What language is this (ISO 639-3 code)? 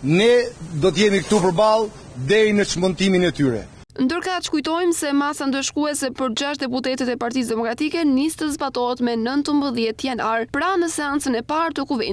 sqi